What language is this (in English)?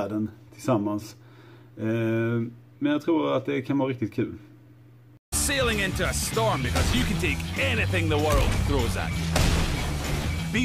Swedish